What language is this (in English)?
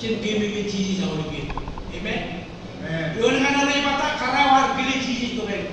Marshallese